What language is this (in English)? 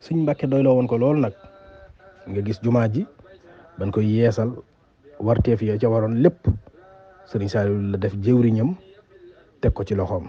Wolof